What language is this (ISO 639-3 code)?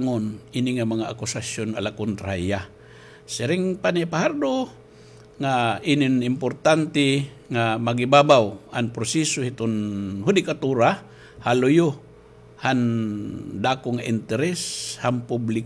war